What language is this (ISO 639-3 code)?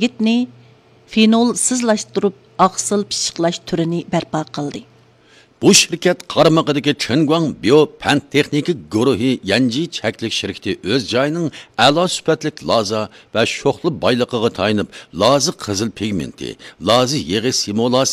uig